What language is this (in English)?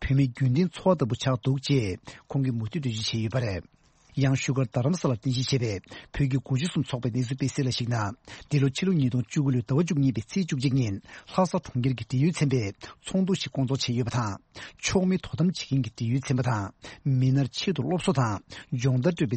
Tibetan